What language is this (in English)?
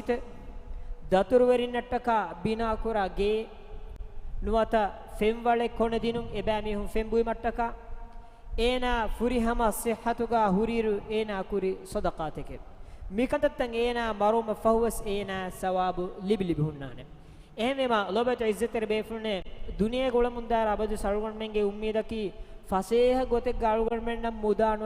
Divehi